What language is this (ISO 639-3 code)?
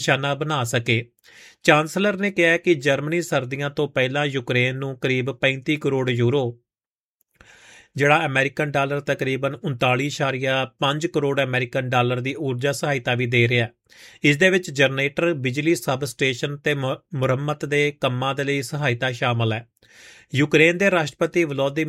pan